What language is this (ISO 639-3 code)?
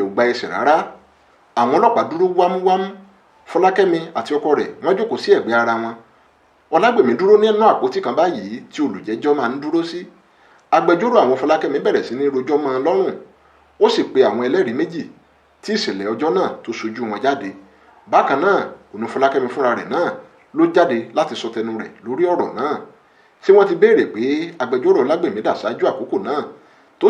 yor